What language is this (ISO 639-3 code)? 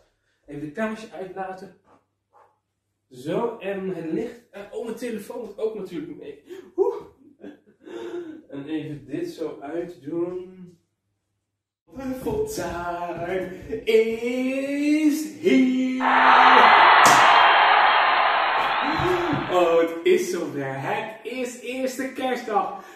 nld